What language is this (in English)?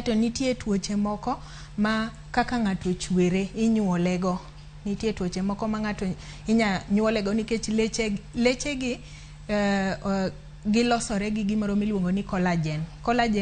Luo (Kenya and Tanzania)